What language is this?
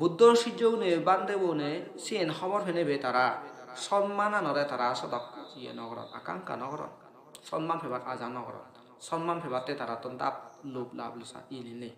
Assamese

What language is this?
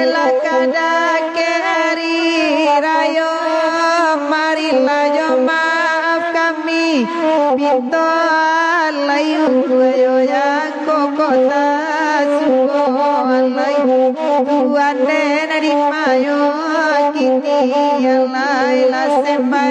Minangkabau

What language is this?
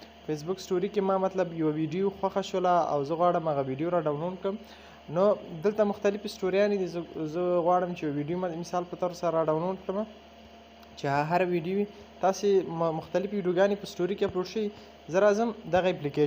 Pashto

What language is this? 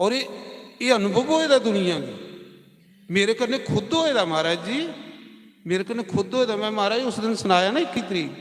Dogri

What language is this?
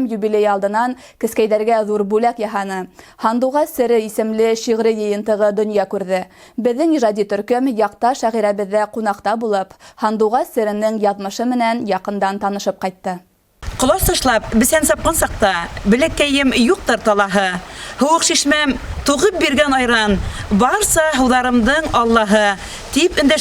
Bashkir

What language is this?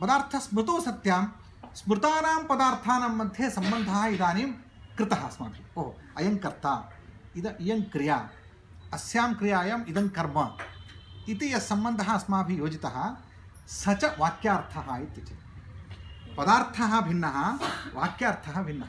Sanskrit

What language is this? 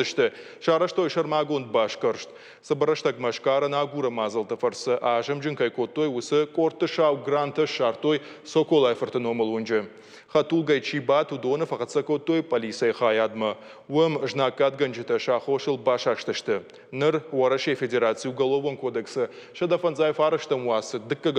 Ossetic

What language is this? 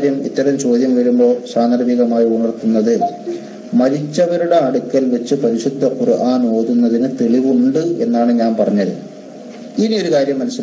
Malayalam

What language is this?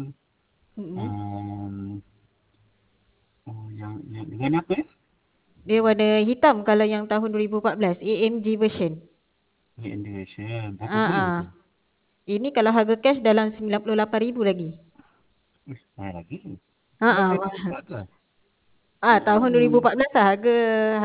Malay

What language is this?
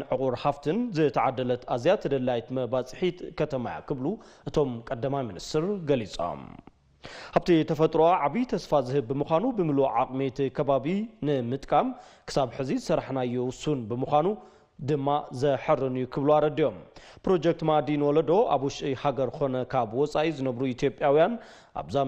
Tigrinya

